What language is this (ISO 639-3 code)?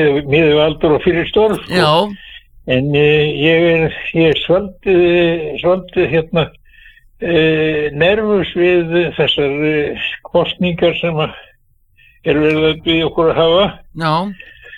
isl